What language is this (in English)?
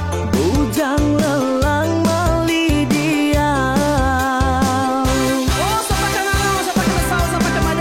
Iban